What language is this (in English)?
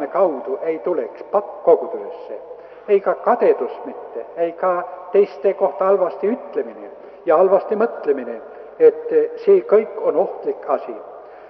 Estonian